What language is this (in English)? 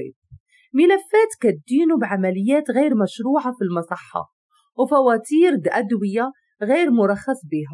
Moroccan Arabic